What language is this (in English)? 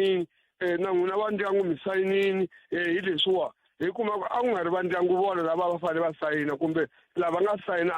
Tsonga